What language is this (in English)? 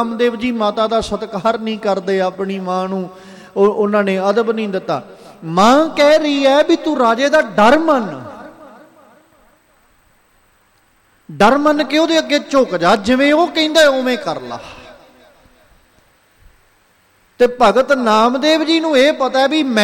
Punjabi